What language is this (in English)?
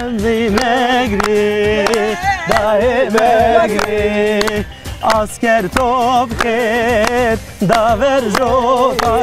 Zaza